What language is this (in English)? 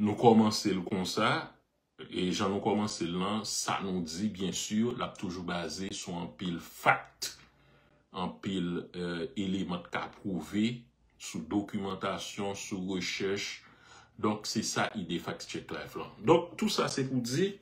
Haitian Creole